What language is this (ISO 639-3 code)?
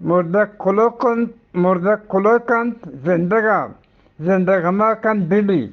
bgp